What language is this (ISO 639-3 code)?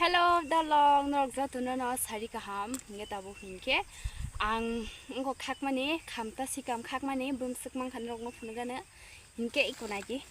trp